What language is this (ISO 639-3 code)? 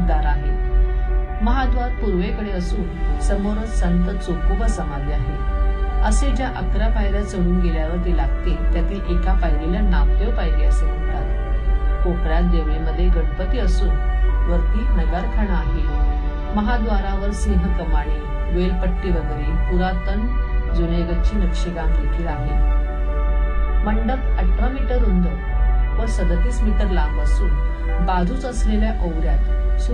mar